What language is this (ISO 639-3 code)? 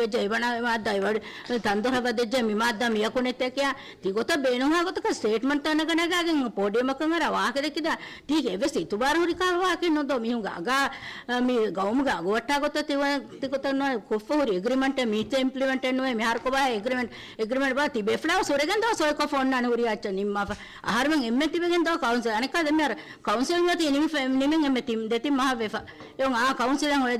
div